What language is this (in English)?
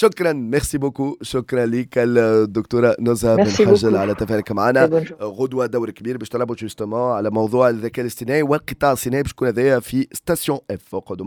Tunisian Arabic